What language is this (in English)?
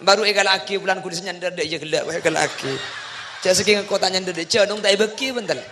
Madurese